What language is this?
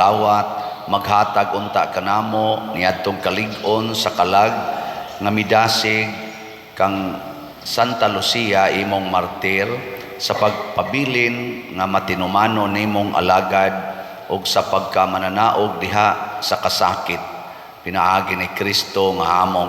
Cebuano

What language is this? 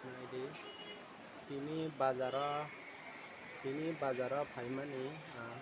Kok Borok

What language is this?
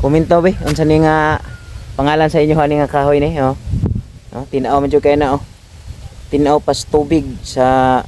Cebuano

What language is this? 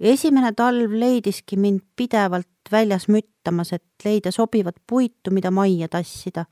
Estonian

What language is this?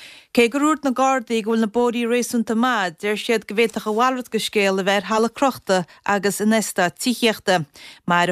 Irish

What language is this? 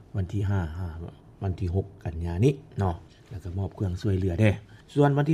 Lao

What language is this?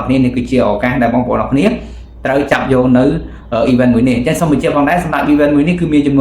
Khmer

